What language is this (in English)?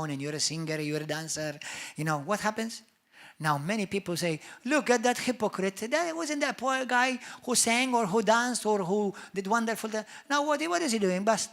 English